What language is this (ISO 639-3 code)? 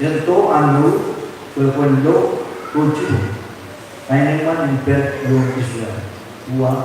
mah